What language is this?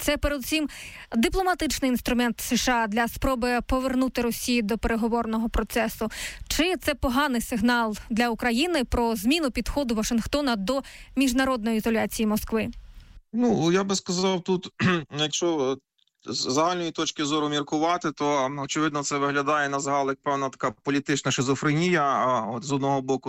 Ukrainian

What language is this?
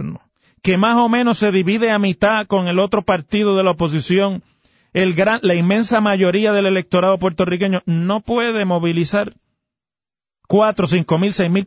Spanish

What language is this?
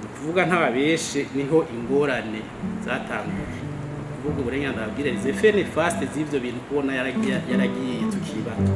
Rundi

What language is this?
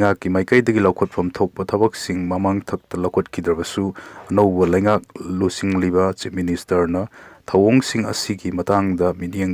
Manipuri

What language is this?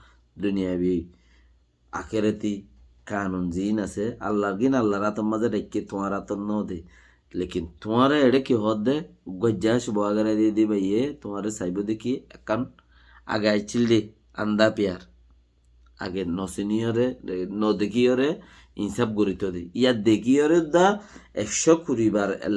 Rohingya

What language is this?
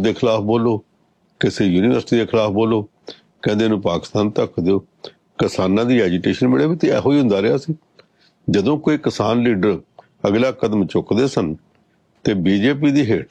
Punjabi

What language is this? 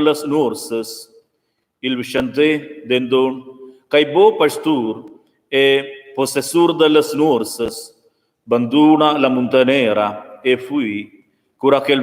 Romansh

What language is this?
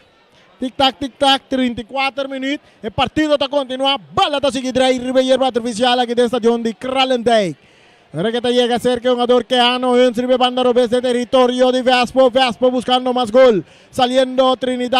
Papiamento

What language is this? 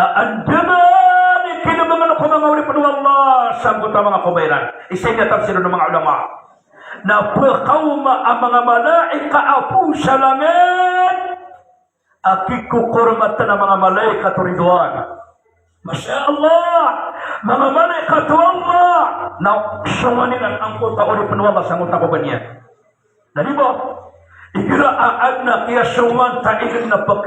Maranao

